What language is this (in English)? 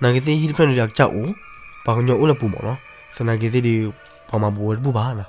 S'gaw Karen